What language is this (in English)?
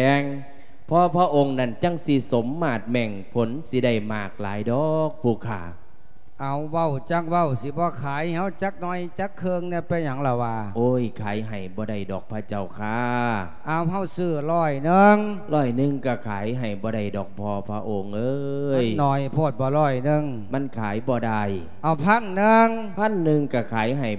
Lao